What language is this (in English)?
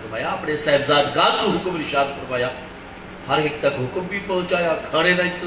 Saraiki